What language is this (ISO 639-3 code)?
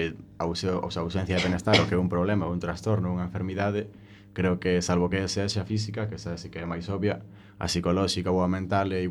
glg